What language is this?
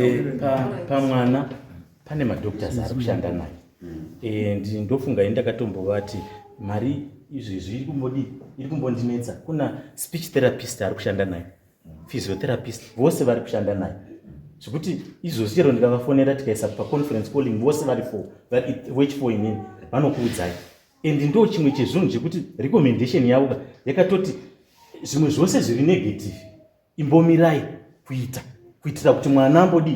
Shona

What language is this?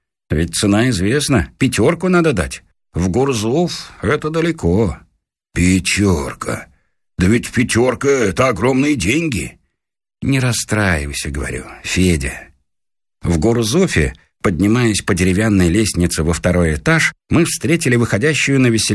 Russian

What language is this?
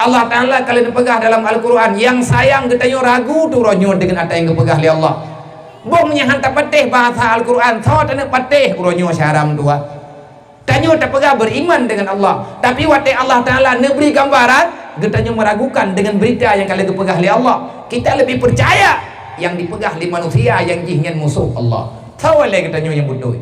Achinese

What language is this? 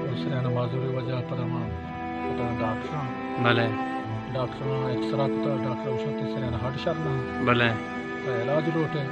Baluchi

